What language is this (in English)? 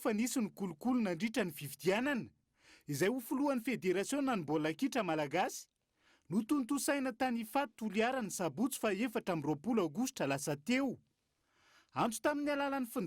Malagasy